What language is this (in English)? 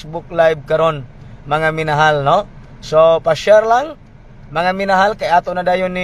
Cebuano